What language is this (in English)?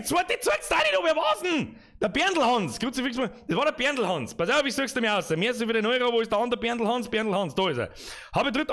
Bavarian